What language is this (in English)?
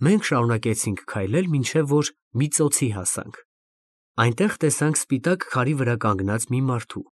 Armenian